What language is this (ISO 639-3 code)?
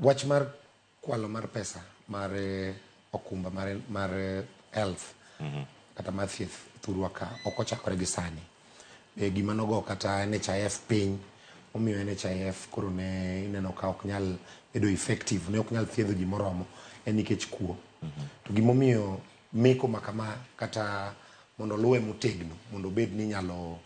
luo